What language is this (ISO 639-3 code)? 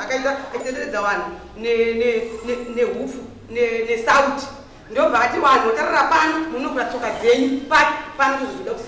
sna